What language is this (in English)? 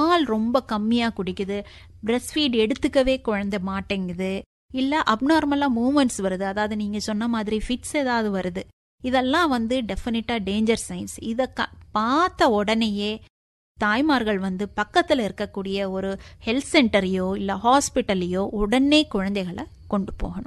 Tamil